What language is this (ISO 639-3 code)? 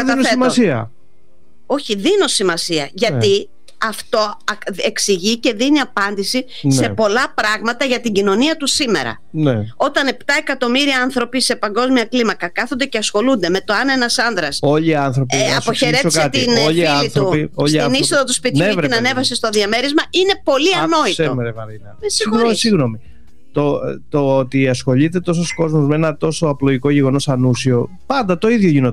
ell